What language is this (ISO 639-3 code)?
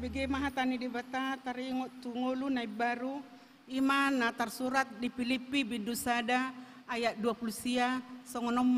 bbc